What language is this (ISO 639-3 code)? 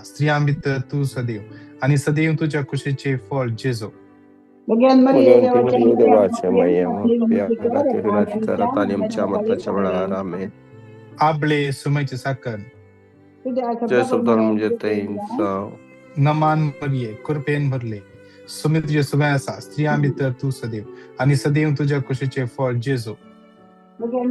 kok